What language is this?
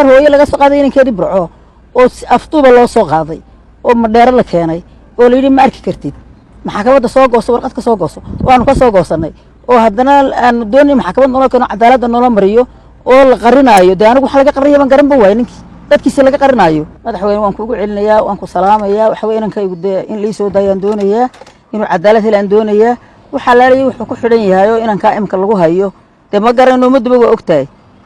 Somali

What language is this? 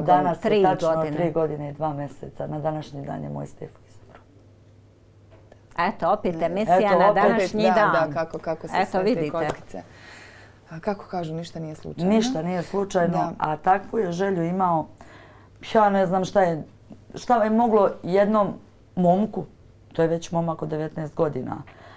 Bosnian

